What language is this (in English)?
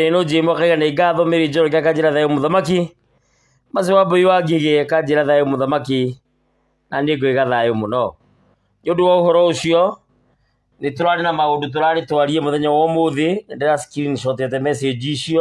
Kikuyu